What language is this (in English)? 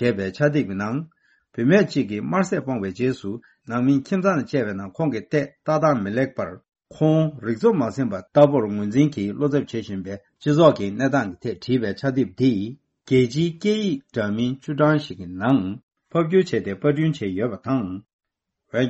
Tibetan